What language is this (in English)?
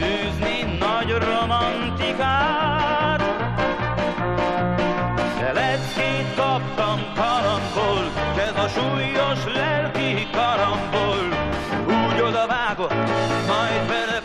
Hungarian